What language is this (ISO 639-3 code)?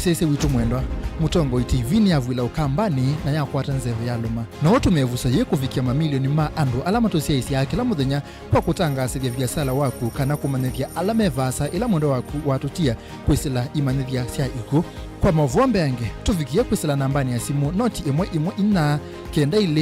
kam